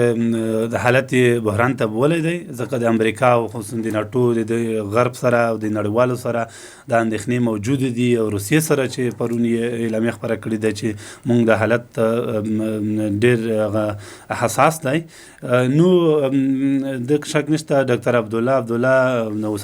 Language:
Pashto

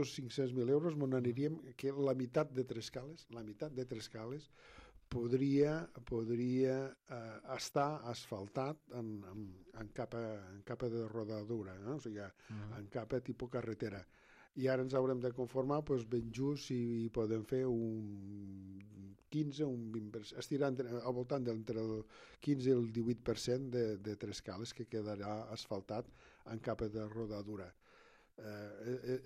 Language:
Catalan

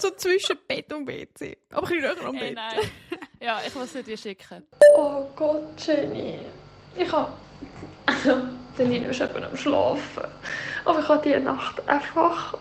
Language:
Swiss German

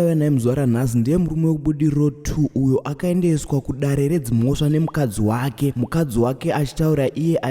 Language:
Shona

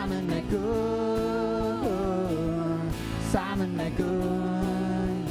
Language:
Danish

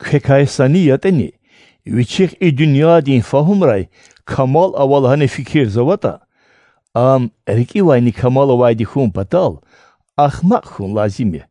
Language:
Lezghian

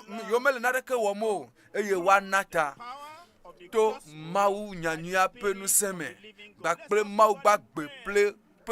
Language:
Ewe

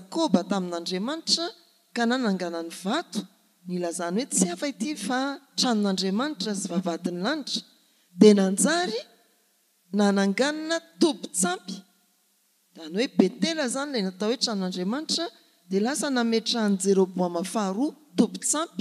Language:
Malagasy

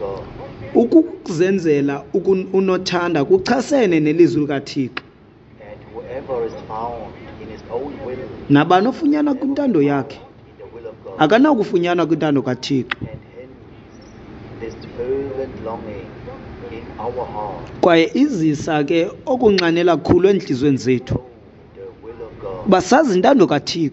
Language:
Xhosa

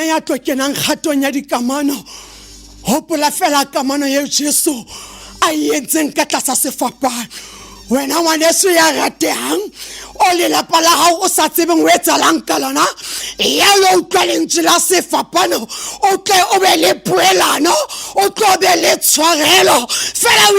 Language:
Southern Sotho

